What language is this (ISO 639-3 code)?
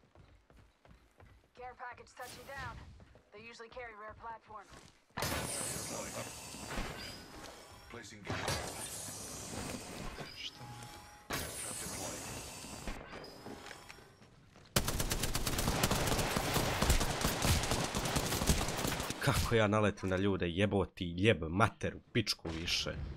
hrv